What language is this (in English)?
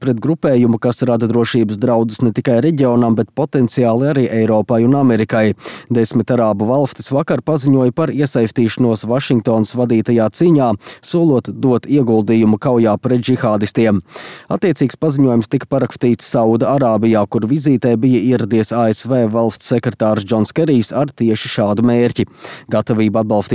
Latvian